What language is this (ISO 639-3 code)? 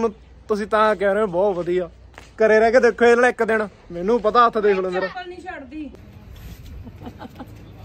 pan